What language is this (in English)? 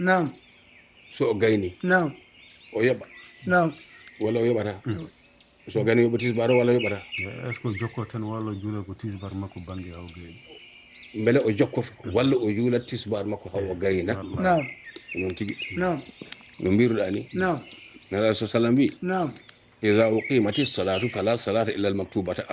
Fula